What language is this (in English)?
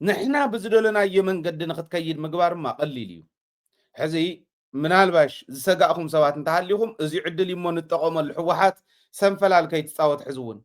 Tigrinya